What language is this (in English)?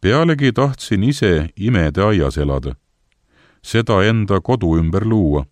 Estonian